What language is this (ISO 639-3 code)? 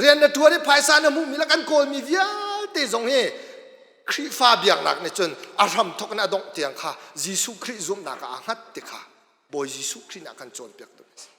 cnh